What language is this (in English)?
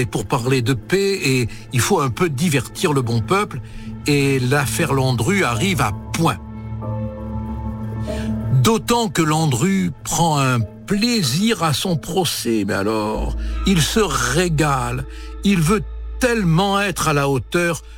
French